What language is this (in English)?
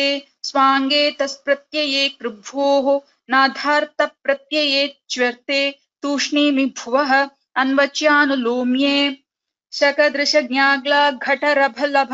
Sanskrit